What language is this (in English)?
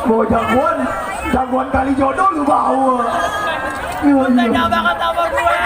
Betawi